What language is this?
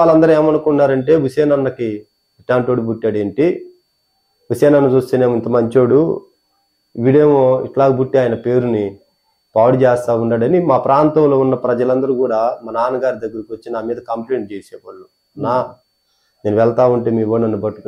Telugu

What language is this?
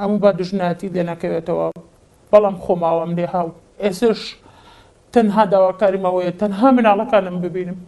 Central Kurdish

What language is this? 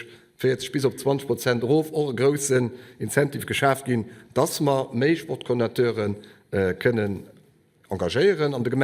Luxembourgish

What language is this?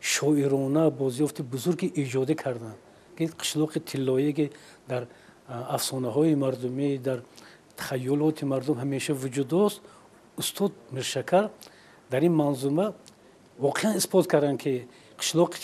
Tajik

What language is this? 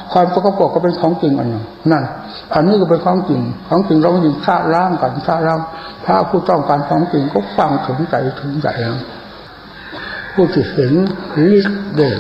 Thai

